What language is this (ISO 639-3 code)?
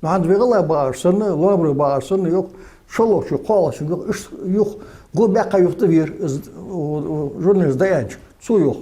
inh